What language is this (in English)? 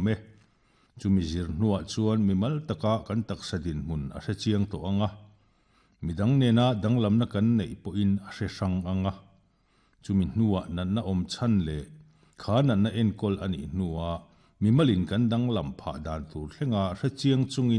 Mizo